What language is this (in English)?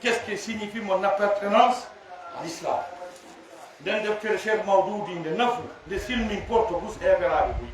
Fula